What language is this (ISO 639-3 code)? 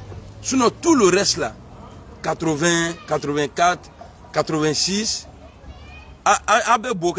fra